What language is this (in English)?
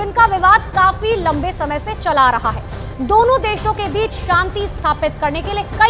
Hindi